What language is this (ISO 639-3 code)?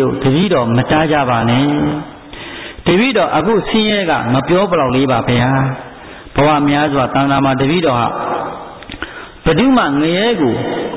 mya